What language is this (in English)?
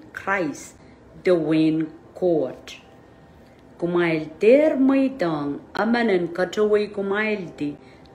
Pohnpeian